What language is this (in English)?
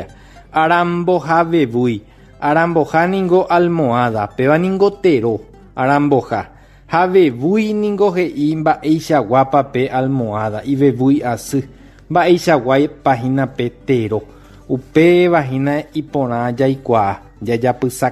Guarani